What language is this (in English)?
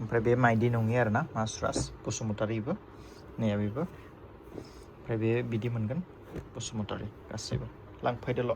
Bodo